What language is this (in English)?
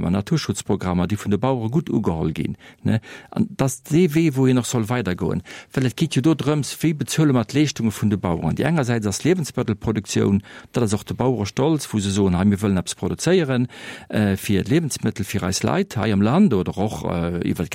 Luxembourgish